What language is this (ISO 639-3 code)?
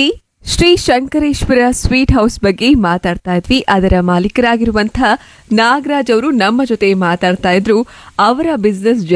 kan